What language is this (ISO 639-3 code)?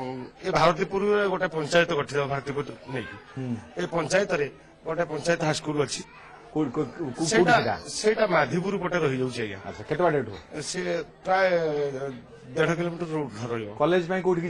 ori